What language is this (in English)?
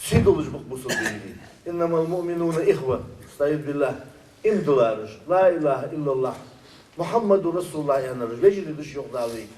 Ingush